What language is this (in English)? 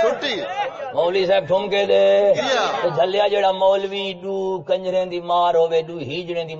Saraiki